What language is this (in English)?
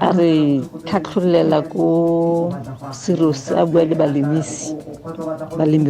Tswana